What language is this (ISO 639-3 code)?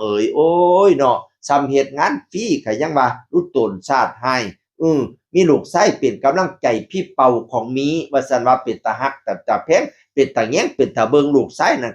tts